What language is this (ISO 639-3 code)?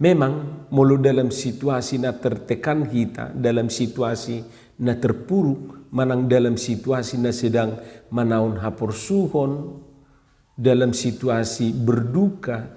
bbc